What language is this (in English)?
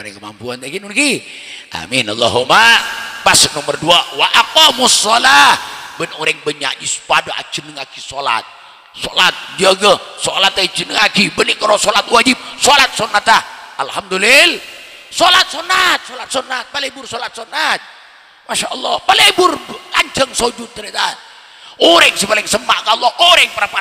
Madurese